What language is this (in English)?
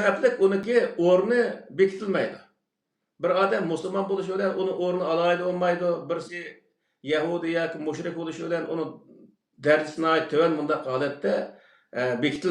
Uyghur